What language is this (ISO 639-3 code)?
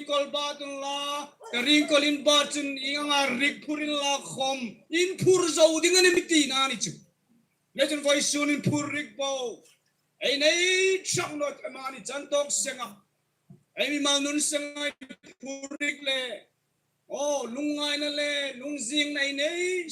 hmr